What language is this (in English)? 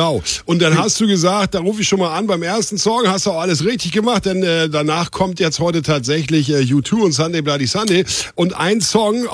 German